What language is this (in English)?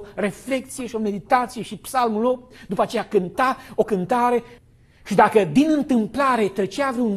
Romanian